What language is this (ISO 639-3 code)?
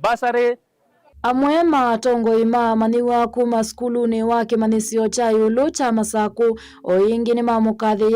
kam